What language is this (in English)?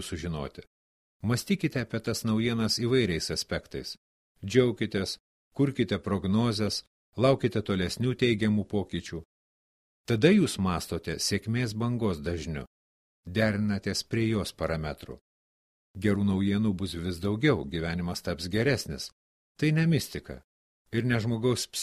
Lithuanian